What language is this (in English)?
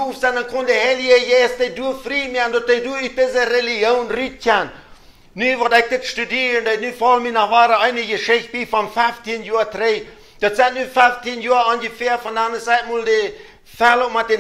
Plautdietsch